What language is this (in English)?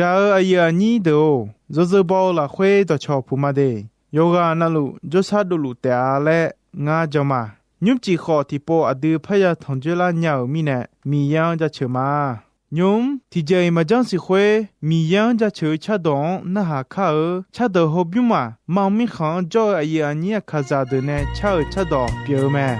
Akha